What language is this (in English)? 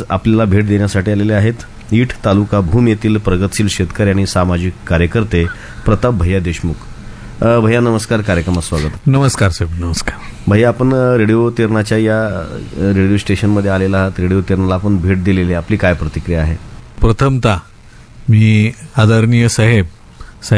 Marathi